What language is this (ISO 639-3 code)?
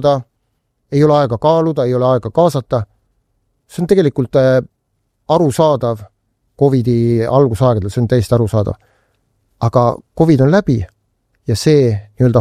est